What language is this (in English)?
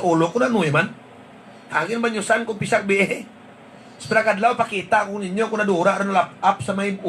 Hiligaynon